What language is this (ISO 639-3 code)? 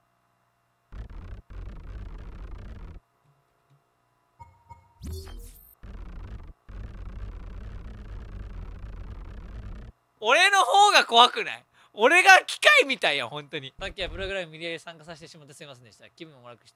jpn